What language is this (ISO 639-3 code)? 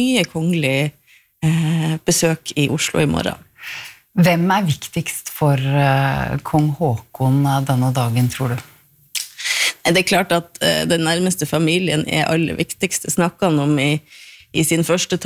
nor